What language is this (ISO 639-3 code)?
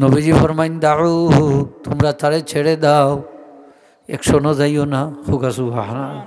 syl